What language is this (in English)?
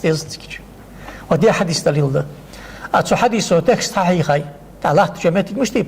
Ingush